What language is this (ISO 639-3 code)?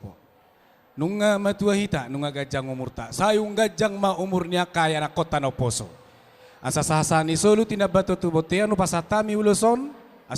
bbc